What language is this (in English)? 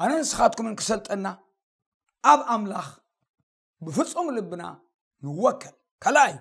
Tigrinya